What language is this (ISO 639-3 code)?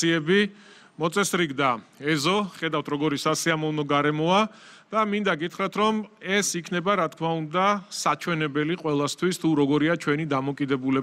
kat